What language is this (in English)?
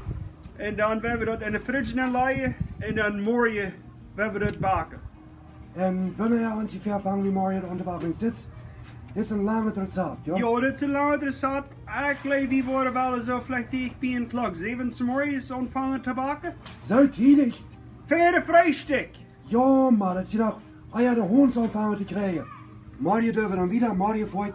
Plautdietsch